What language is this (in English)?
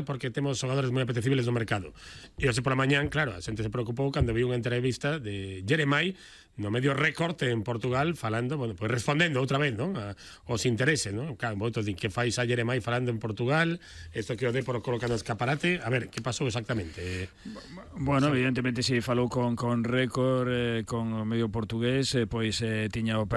Galician